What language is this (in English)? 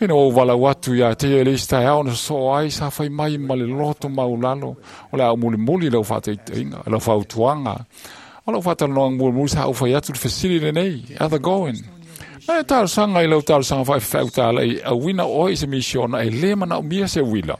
Samoan